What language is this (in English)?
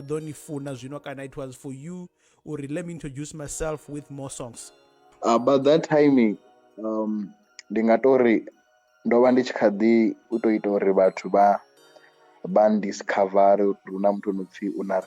Venda